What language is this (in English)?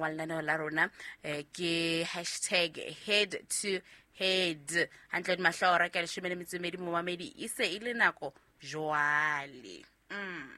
Southern Sotho